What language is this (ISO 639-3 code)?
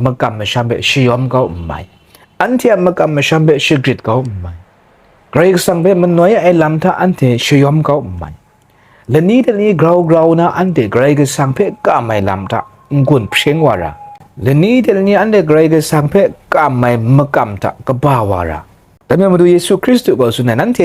kac